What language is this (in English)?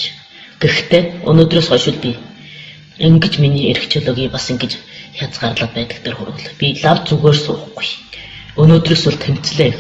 Mongolian